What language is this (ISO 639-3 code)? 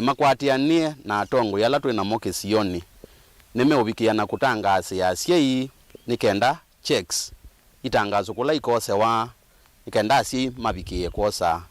kam